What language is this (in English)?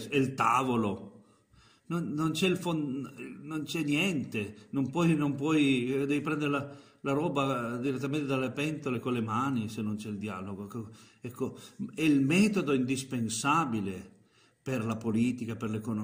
Italian